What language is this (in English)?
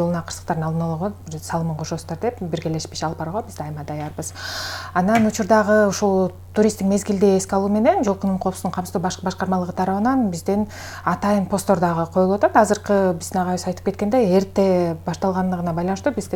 Kyrgyz